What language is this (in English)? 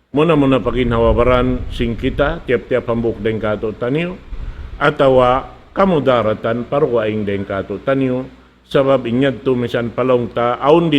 Tausug